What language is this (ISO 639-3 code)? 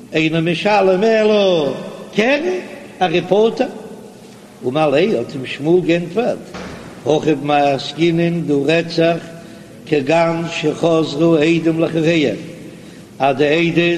yid